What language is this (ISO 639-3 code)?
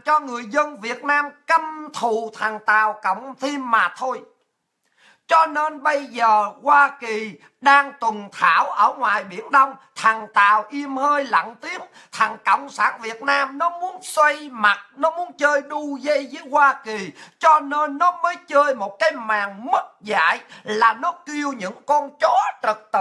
vie